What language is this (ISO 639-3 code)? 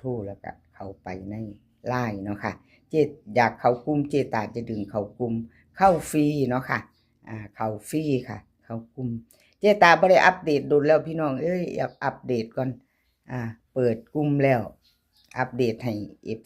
tts